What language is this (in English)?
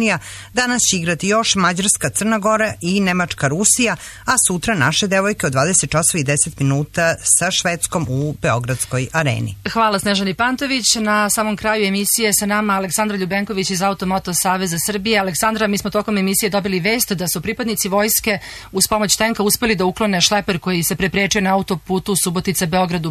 Serbian